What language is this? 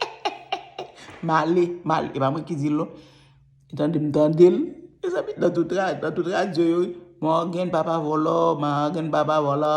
Haitian Creole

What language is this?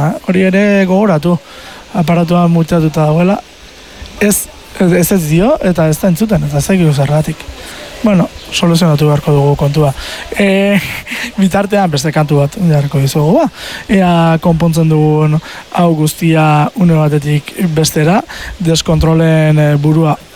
Basque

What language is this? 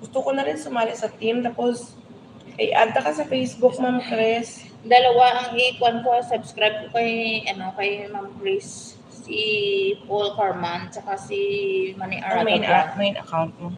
Hiligaynon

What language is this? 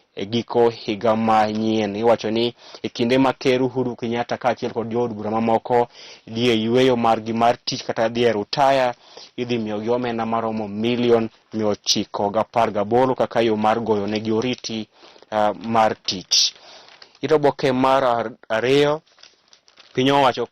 Luo (Kenya and Tanzania)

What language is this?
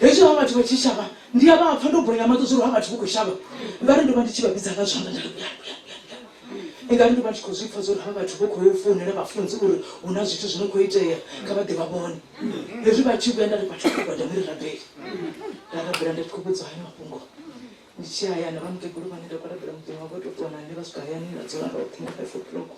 Venda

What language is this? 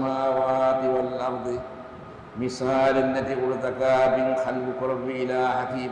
Divehi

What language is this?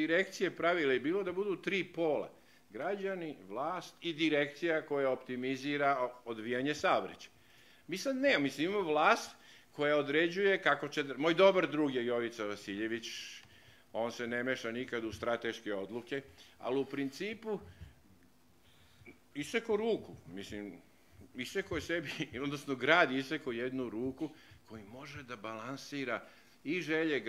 Serbian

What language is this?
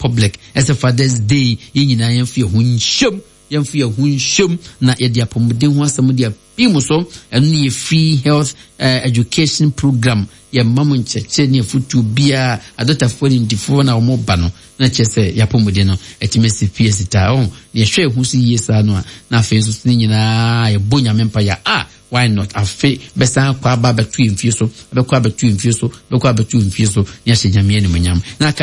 Akan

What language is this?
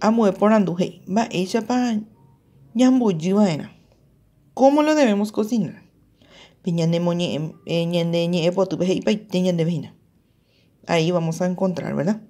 Guarani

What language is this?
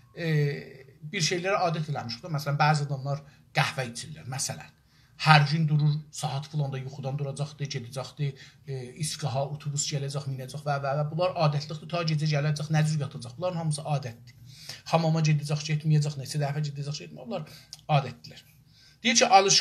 South Azerbaijani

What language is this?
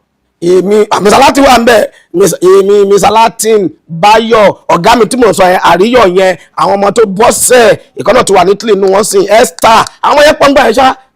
Yoruba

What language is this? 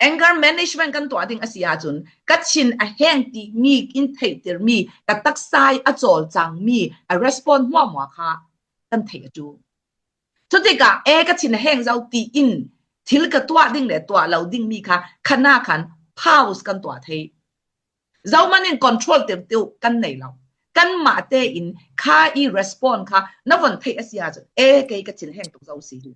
Falam Chin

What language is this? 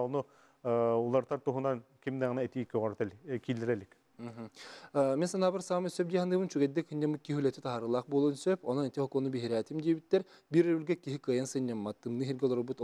Yakut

